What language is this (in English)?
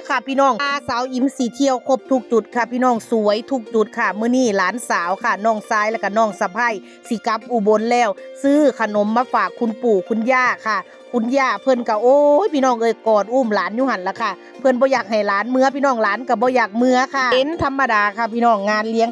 Northeastern Thai